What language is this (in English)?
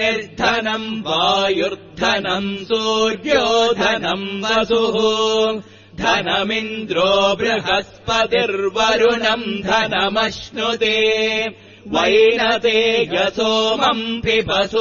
Sanskrit